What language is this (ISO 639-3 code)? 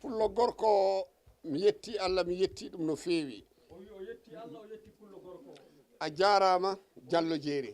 ful